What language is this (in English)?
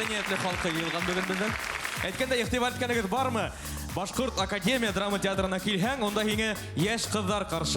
Bashkir